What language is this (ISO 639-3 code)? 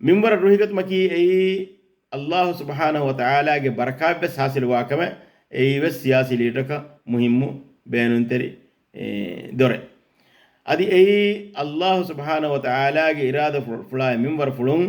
div